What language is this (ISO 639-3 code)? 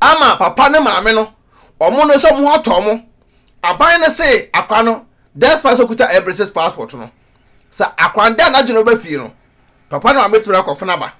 aka